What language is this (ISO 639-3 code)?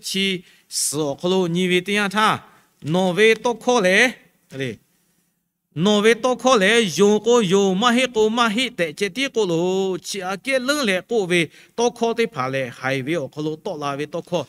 lhu